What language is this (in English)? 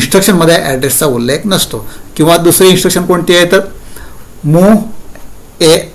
Marathi